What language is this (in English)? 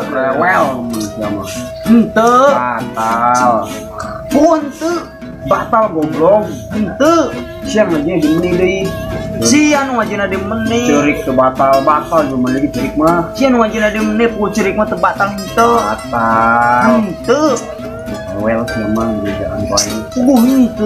Sundanese